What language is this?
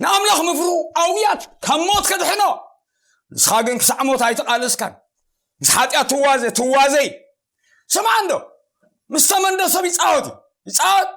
Tigrinya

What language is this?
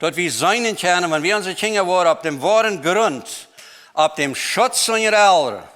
Plautdietsch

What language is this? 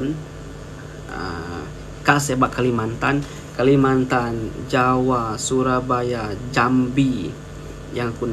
Iban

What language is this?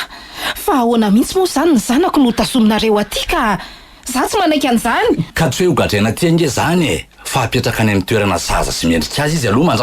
Malagasy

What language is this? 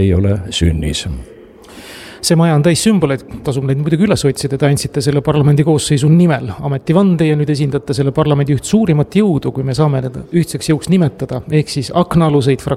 Estonian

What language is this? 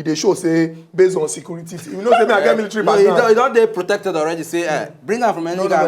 Nigerian Pidgin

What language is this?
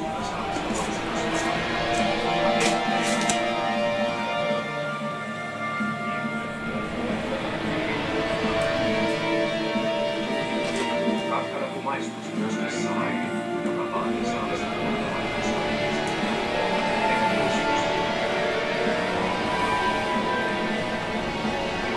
Finnish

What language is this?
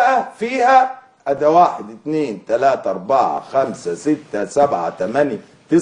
Egyptian Arabic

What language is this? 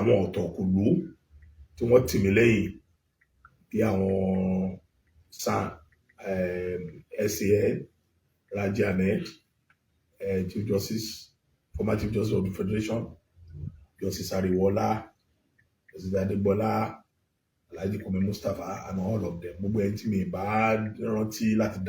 Yoruba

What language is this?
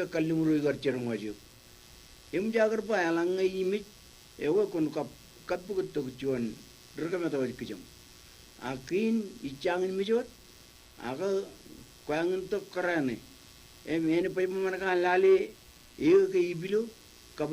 Marshallese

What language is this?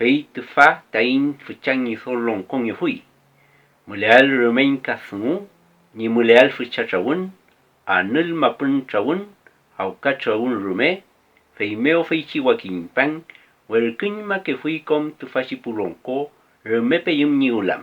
Mapuche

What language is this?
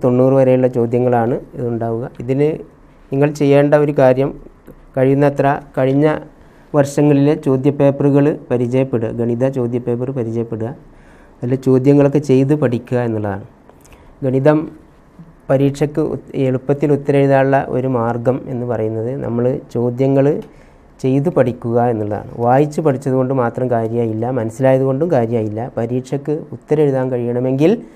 Malayalam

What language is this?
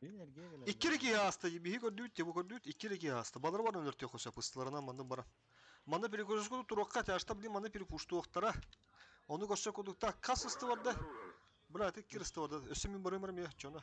Yakut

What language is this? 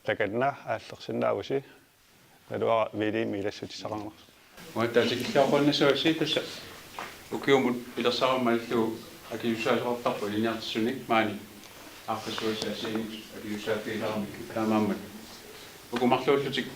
Kalaallisut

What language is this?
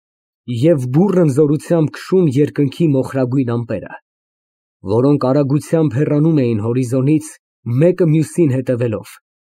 Armenian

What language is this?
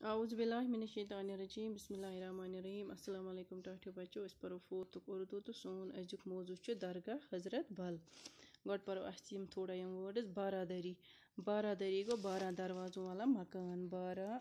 Kashmiri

